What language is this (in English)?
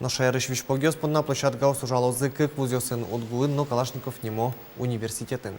Udmurt